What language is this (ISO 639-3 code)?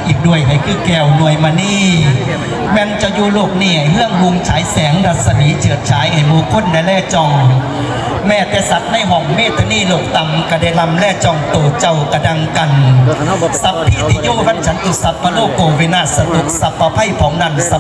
tts